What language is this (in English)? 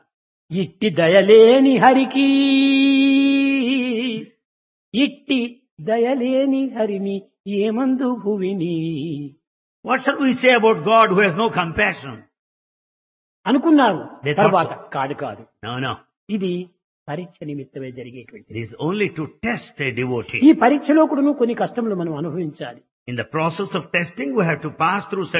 Telugu